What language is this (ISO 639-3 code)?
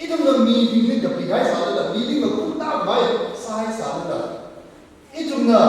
nmf